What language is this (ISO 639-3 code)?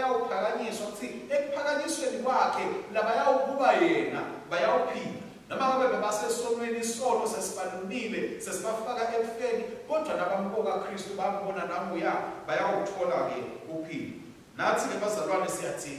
ssw